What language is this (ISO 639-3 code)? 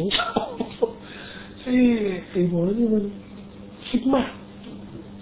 tha